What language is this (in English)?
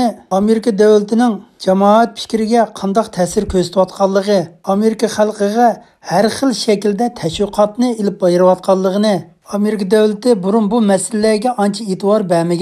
Uyghur